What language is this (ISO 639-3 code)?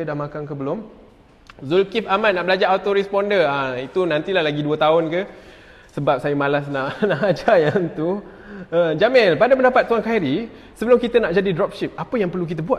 msa